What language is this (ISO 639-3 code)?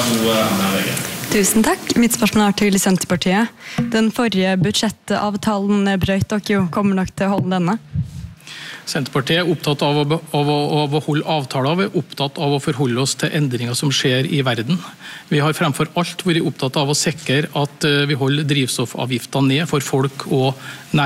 nor